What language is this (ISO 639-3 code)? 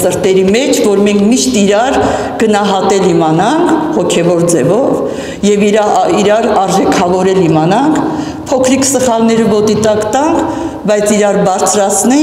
hyw